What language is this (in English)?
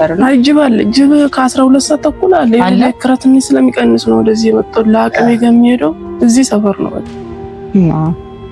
Amharic